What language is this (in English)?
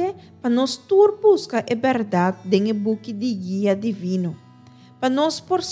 Papiamento